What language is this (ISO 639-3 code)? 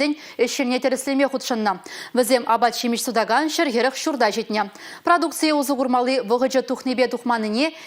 chv